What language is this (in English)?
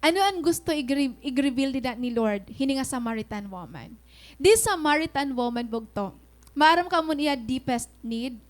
Waray